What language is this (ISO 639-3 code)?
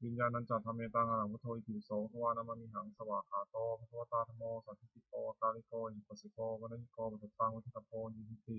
pli